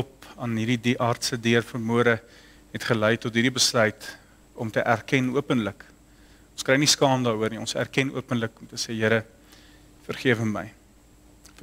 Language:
Afrikaans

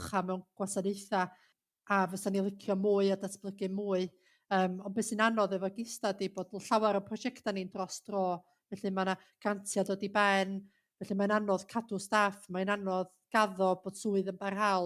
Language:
Welsh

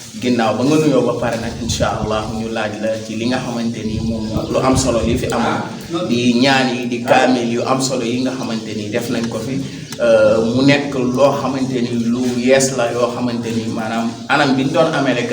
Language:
Wolof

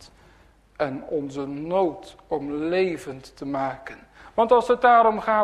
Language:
Dutch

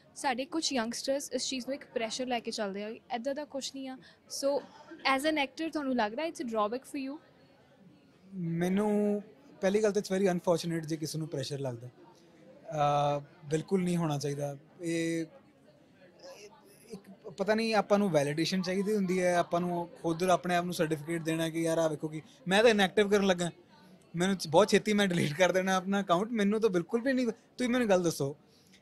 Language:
Punjabi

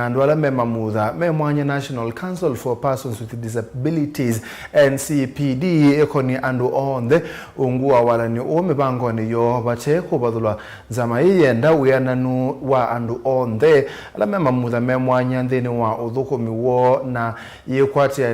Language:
Kamba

